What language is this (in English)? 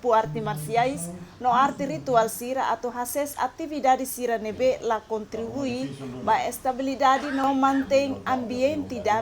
Tetum